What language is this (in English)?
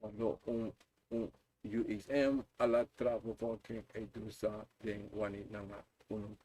Sranan Tongo